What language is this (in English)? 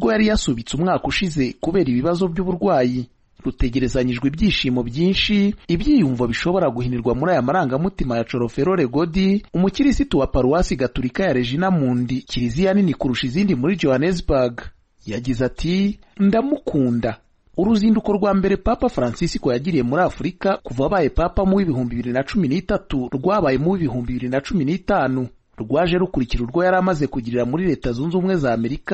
Kinyarwanda